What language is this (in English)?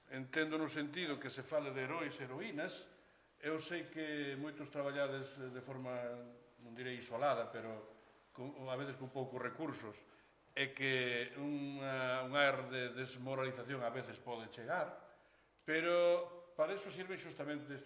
Galician